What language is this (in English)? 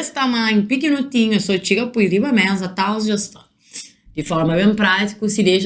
Kabuverdianu